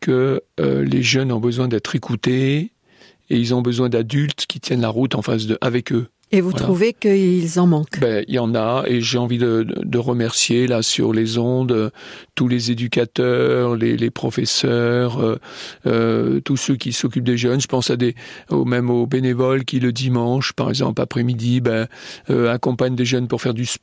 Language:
French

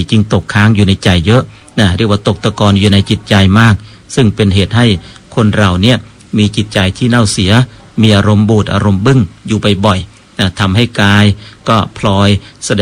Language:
Thai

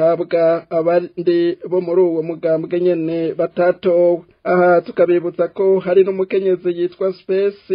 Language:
Rundi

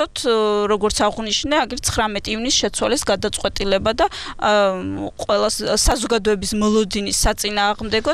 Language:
Georgian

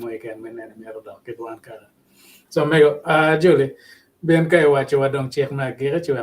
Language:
Acoli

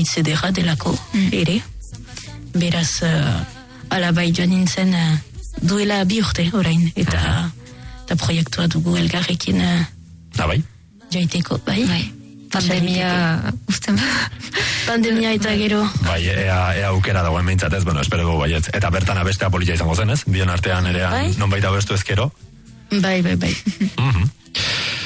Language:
Basque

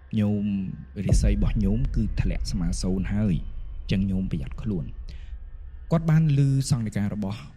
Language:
Khmer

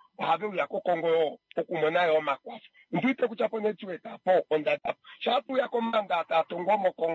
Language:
Kuanyama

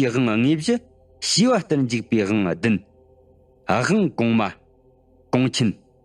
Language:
Tibetan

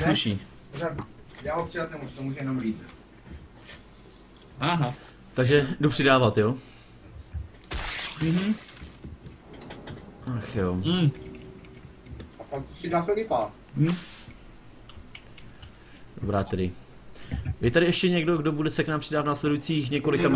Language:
Czech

